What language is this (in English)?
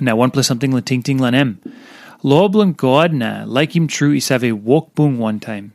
Tok Pisin